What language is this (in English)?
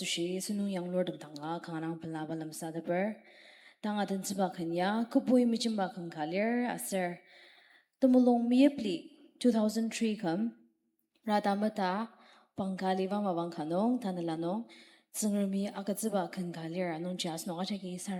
Ao Naga